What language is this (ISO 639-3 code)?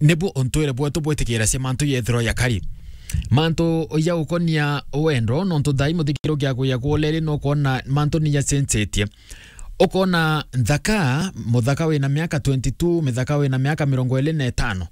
mer